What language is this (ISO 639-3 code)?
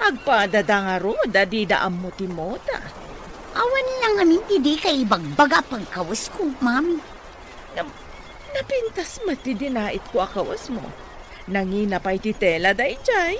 ilo